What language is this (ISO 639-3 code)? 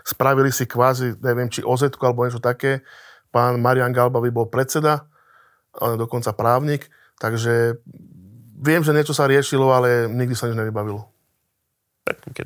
slk